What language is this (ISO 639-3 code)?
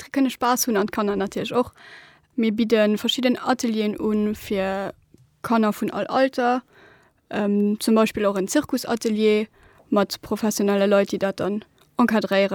ltz